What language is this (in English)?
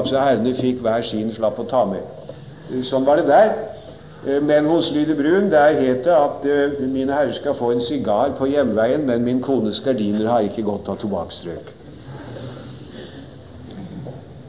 Norwegian